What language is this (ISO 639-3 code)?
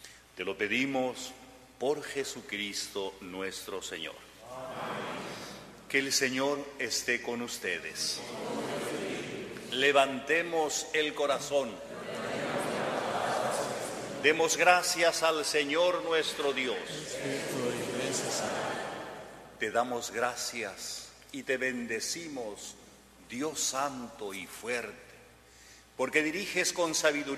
spa